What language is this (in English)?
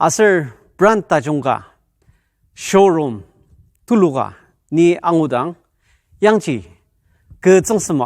Ao Naga